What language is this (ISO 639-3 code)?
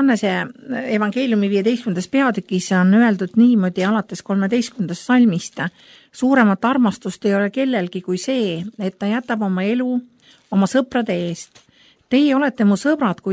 est